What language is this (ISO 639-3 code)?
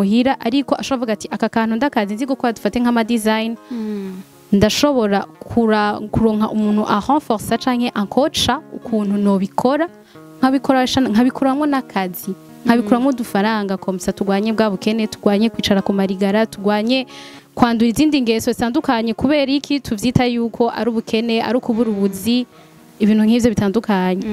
run